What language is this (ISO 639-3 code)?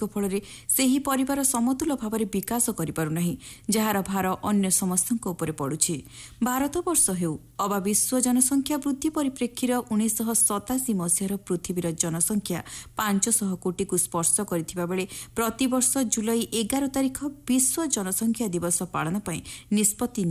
ori